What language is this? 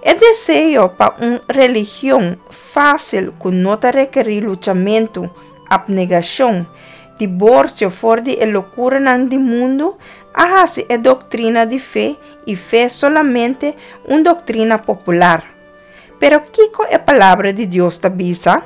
Papiamento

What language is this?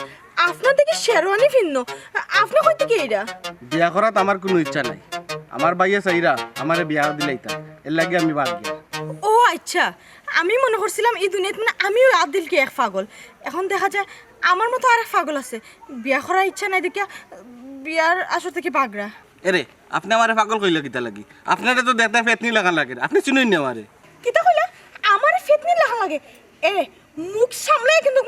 Sylheti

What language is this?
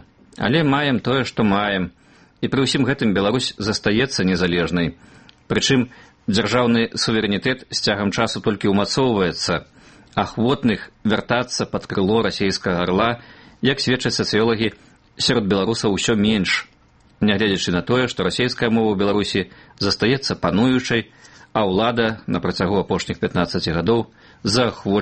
Belarusian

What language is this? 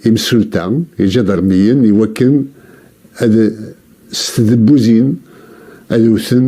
Kabyle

